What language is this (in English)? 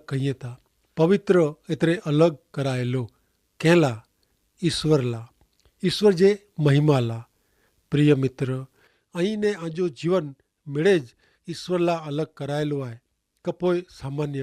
Kachhi